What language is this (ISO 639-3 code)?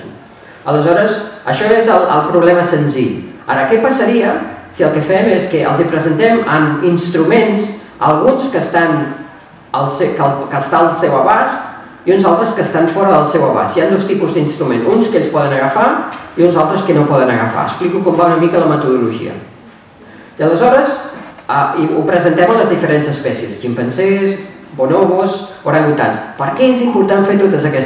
cat